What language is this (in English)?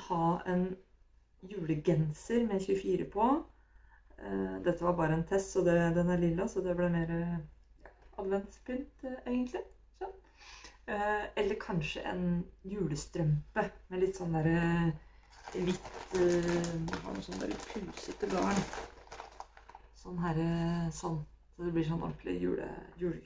Norwegian